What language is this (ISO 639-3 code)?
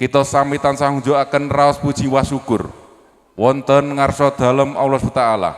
jav